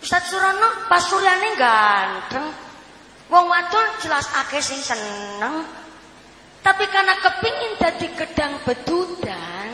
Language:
Javanese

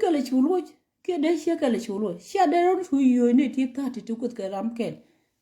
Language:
Nuer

